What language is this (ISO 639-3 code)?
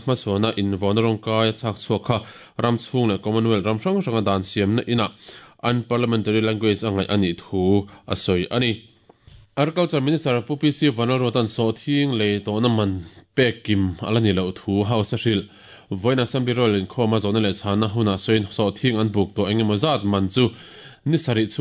lus